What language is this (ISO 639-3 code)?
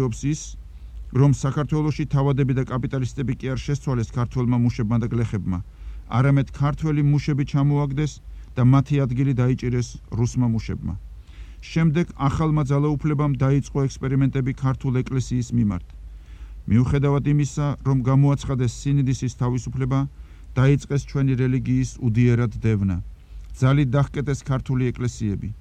kat